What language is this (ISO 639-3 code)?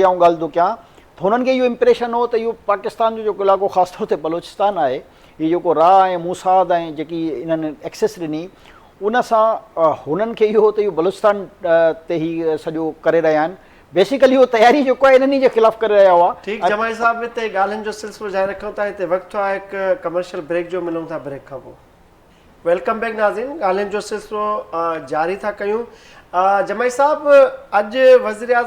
snd